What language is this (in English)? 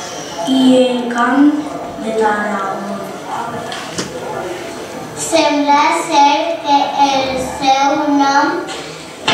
Catalan